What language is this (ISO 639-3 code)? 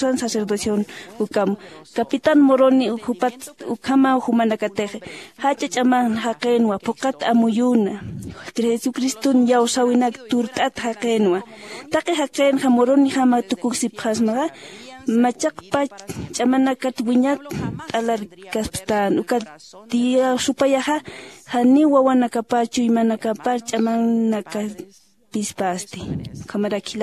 aym